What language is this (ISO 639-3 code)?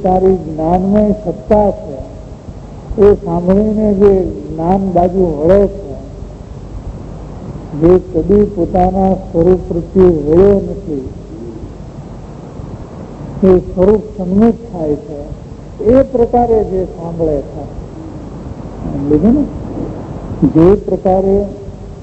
guj